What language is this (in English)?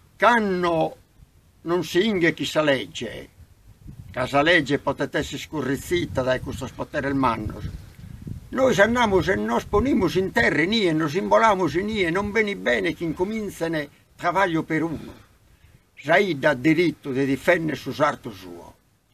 Sardinian